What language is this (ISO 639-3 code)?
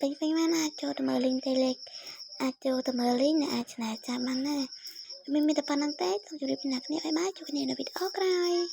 khm